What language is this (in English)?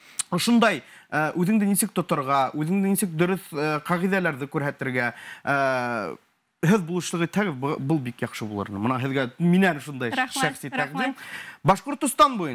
Bashkir